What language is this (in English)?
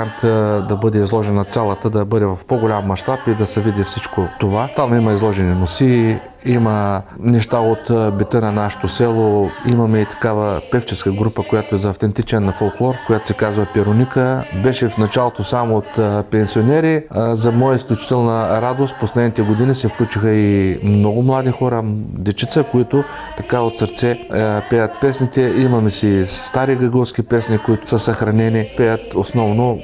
Bulgarian